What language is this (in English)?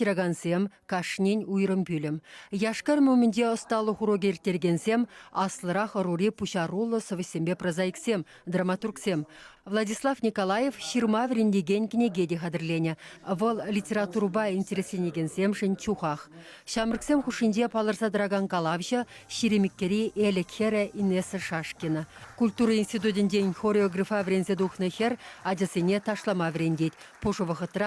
Chuvash